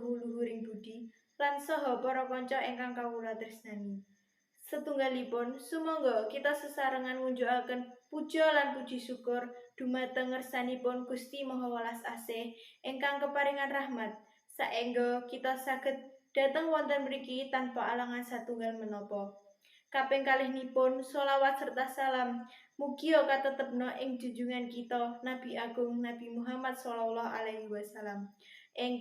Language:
Javanese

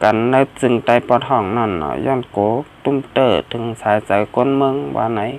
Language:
Shan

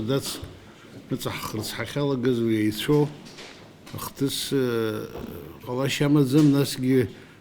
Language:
Abkhazian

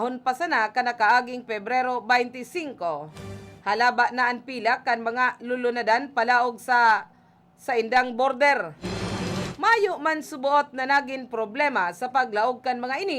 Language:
Bikol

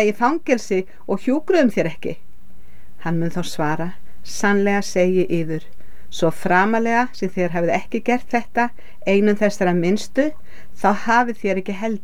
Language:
Icelandic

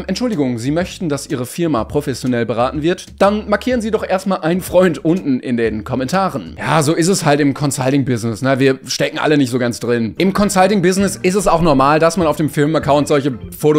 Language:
German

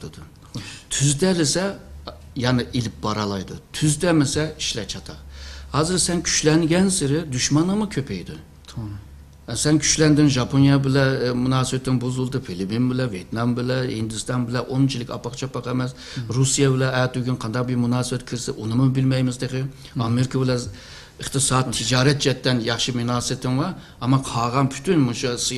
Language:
Uyghur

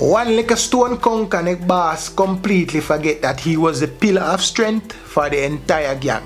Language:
Jamaican Creole English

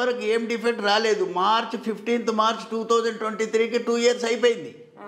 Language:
Telugu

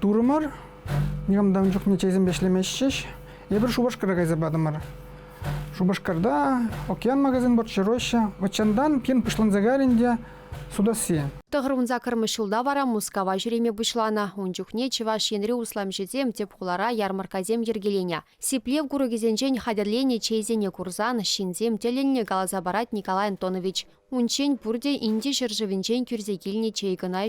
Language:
Chuvash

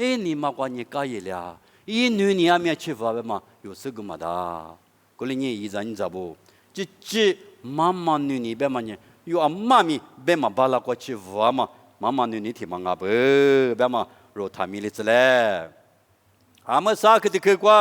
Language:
Lisu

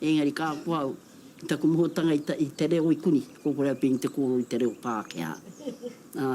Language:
Māori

